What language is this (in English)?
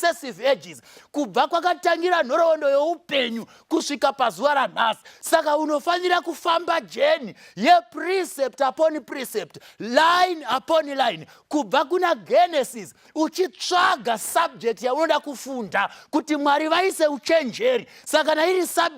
Shona